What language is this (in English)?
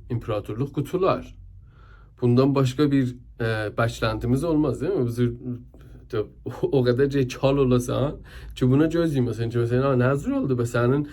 South Azerbaijani